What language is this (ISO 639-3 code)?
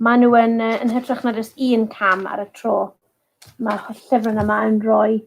cym